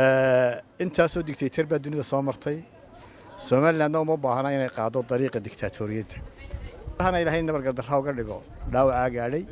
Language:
Somali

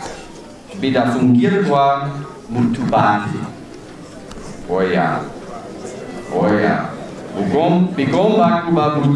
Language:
Kinyarwanda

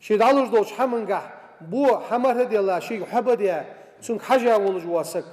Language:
Ingush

